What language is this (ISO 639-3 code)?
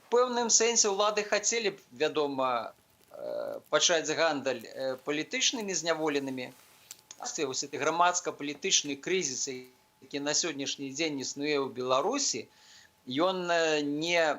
bel